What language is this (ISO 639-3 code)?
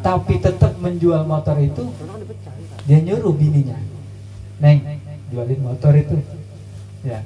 bew